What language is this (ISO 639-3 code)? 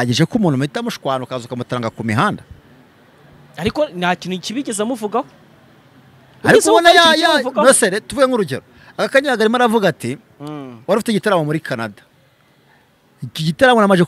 kin